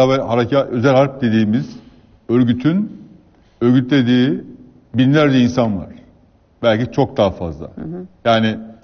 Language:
Turkish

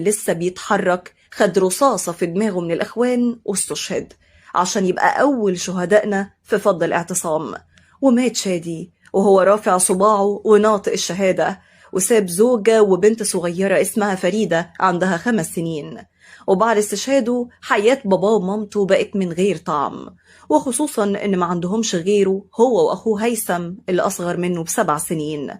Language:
Egyptian Arabic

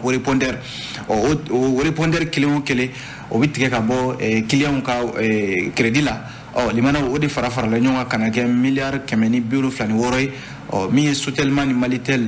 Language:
Bambara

